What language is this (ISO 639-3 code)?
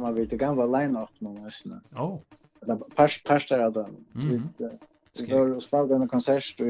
fao